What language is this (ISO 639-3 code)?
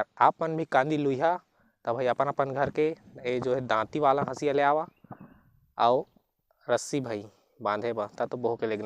hne